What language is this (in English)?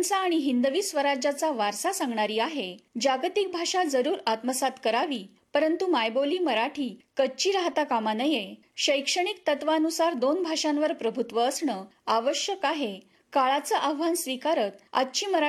Marathi